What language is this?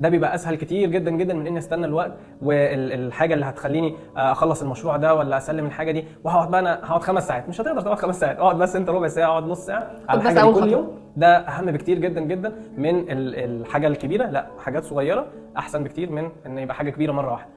Egyptian Arabic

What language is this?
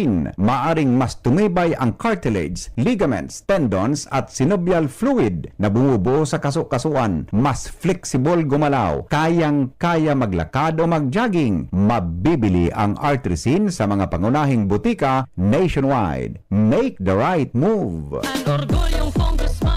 Bikol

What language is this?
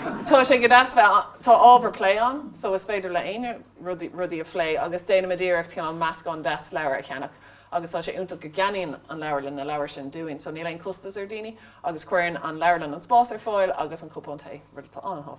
Irish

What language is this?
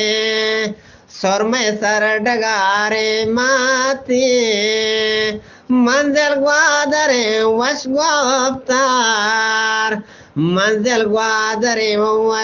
Eastern Balochi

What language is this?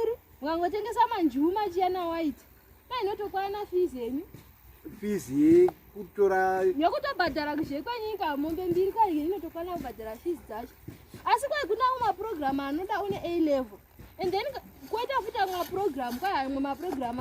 Shona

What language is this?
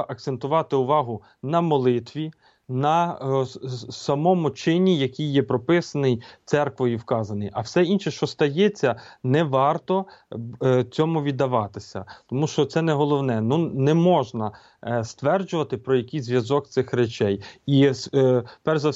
Ukrainian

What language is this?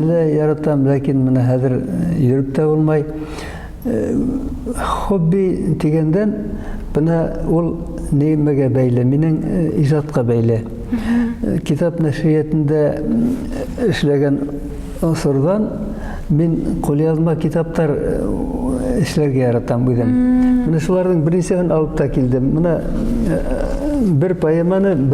Bashkir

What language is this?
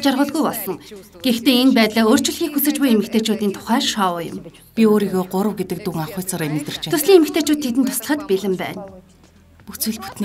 Mongolian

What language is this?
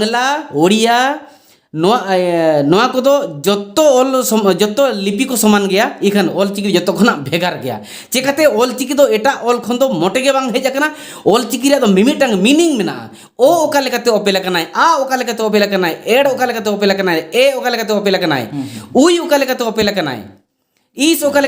Santali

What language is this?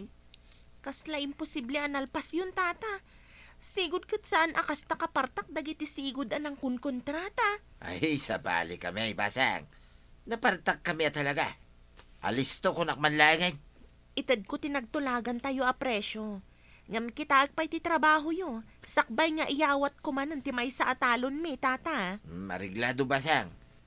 Iloko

